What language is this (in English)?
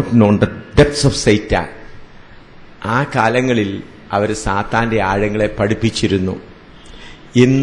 Malayalam